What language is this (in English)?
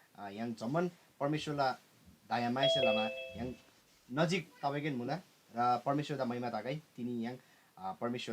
Eastern Tamang